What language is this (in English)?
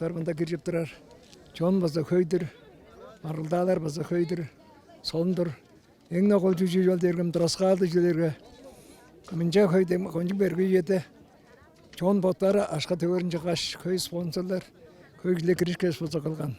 Tuvinian